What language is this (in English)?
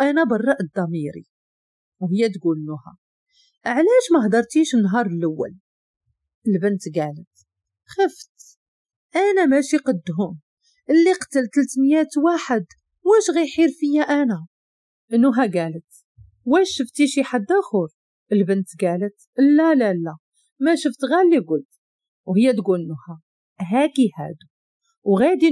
Moroccan Arabic